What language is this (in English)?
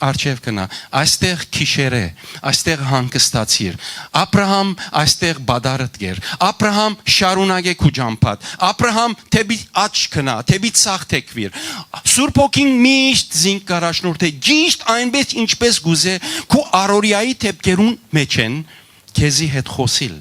Western Armenian